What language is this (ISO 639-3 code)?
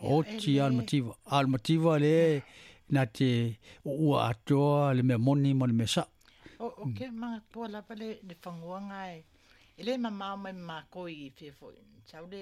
smo